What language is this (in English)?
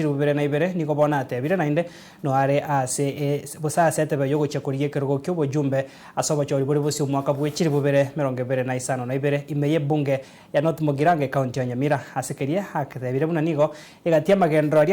Gusii